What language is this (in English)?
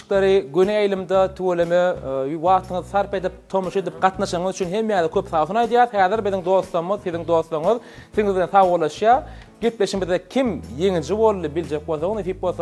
Turkmen